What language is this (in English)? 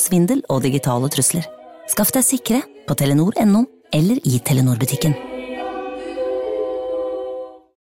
Norwegian